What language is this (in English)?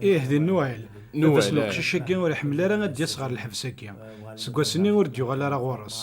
Kabyle